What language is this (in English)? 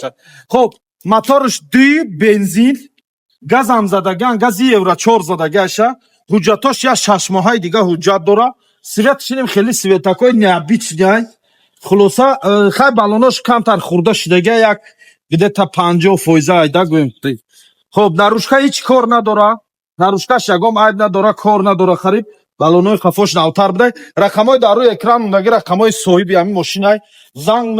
Tajik